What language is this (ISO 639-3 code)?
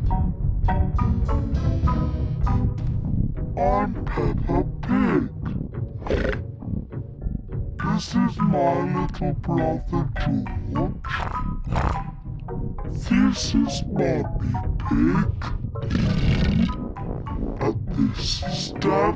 eng